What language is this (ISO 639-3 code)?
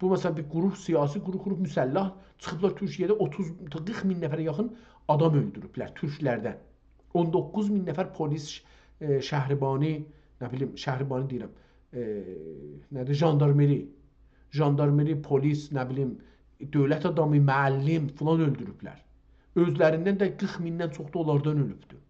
azb